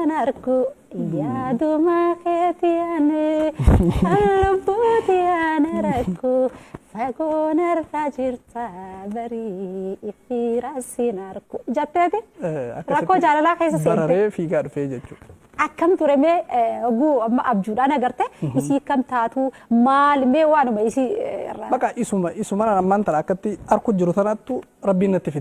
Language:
Oromo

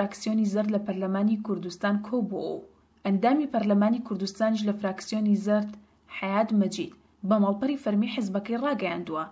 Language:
Central Kurdish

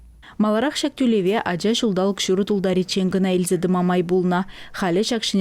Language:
Chuvash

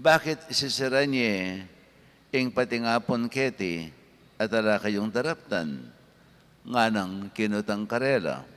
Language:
Pampanga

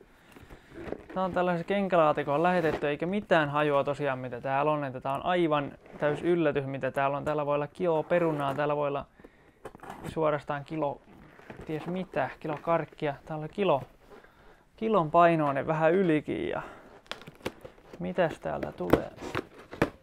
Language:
Finnish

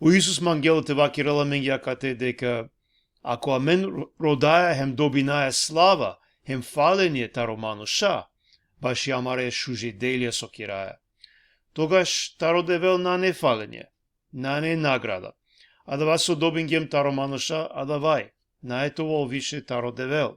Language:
Balkan Romani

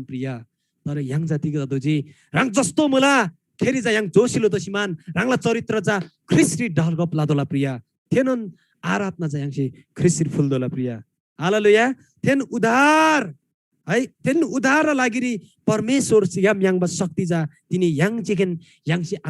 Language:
Eastern Tamang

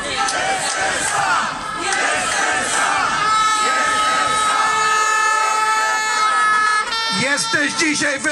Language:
Polish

